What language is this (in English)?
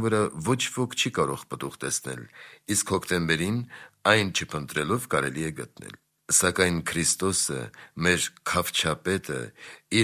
Armenian